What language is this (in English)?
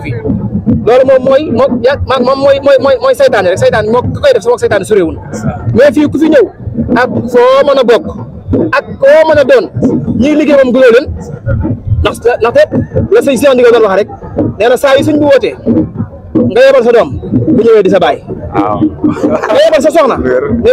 Wolof